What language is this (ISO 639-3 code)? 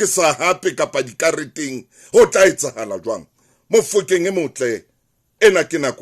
sot